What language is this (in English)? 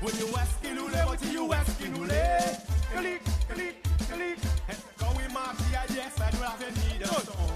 Seselwa Creole French